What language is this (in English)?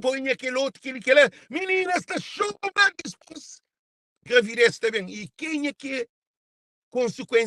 Kabuverdianu